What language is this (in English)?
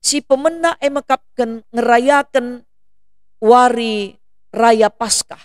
Batak Karo